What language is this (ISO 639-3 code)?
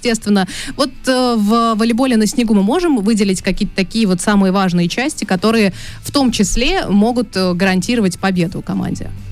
rus